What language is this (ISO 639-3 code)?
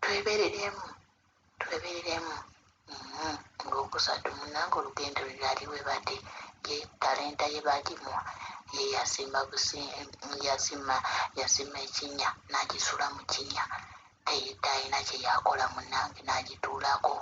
lug